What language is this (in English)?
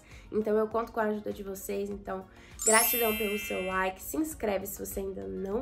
Portuguese